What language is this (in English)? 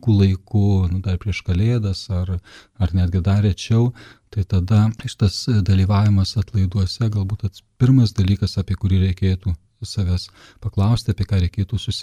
Lithuanian